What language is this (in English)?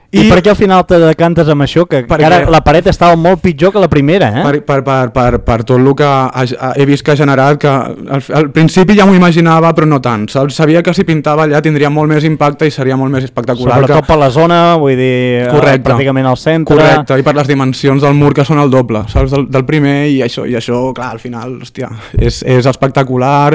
Catalan